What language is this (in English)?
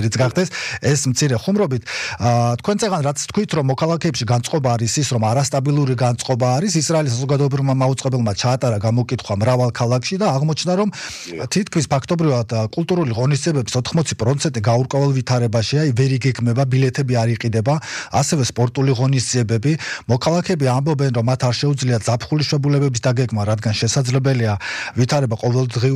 Georgian